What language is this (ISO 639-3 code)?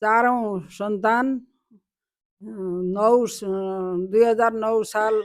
nep